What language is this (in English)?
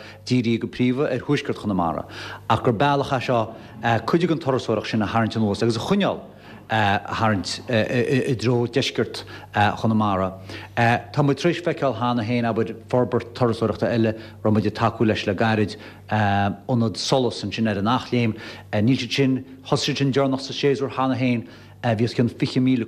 Irish